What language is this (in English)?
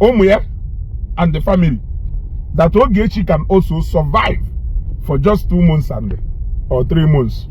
Igbo